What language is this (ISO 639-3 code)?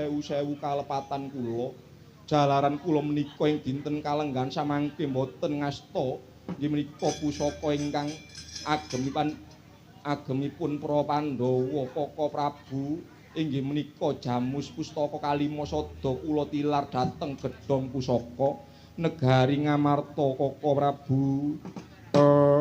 jav